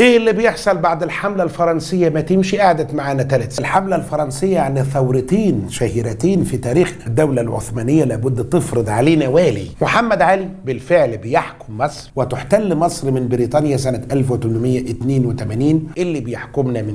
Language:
Egyptian Arabic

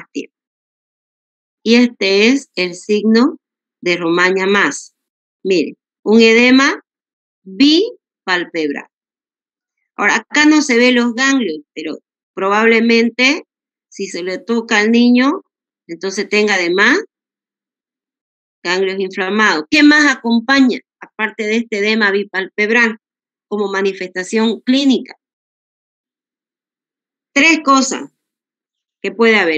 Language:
Spanish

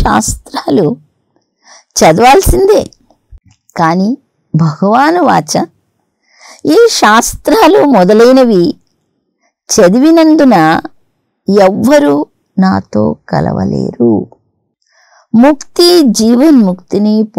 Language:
Telugu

